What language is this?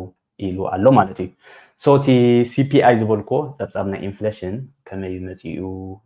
Tigrinya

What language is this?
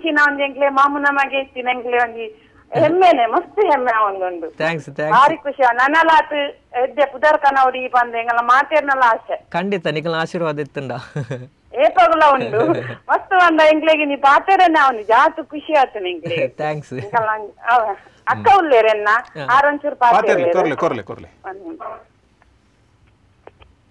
Tulu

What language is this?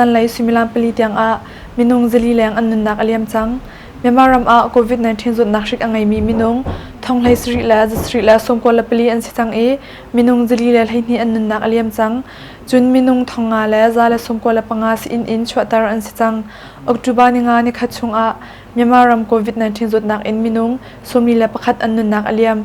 Hakha Chin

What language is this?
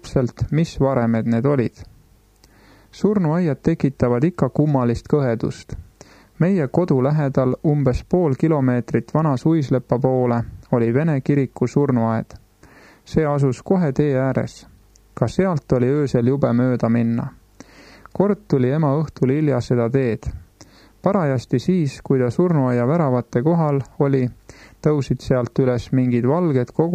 Estonian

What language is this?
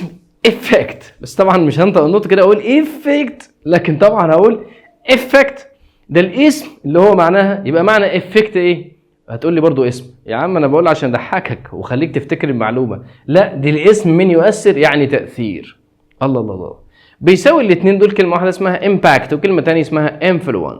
Egyptian Arabic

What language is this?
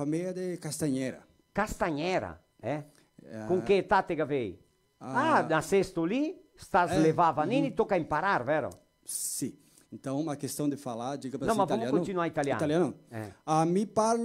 Venetian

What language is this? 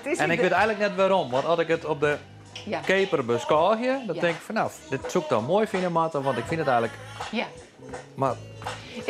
Western Frisian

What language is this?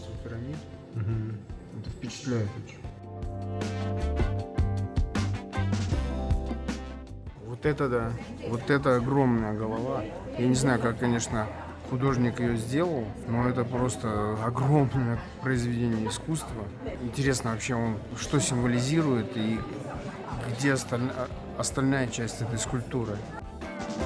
Russian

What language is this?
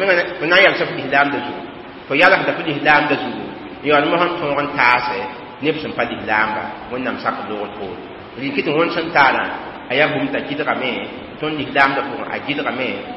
Mossi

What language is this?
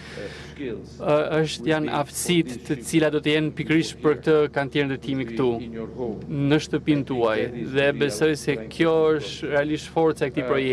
Albanian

